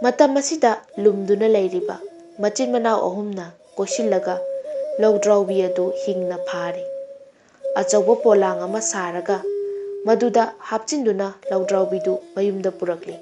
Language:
Manipuri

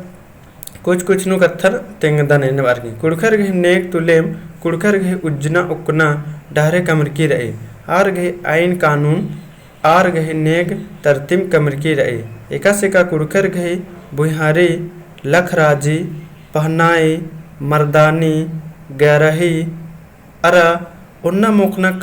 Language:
Kurukh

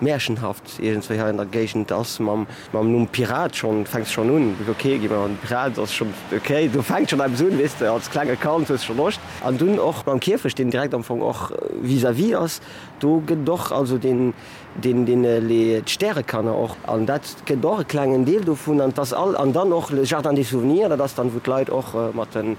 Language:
Luxembourgish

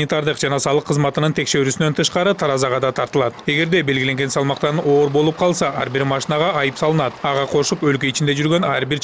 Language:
Kyrgyz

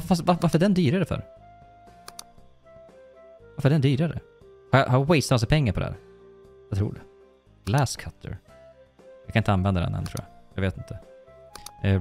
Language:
Swedish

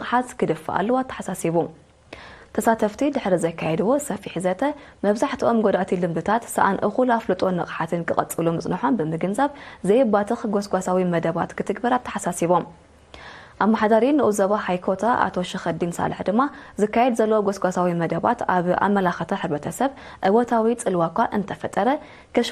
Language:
Tigrinya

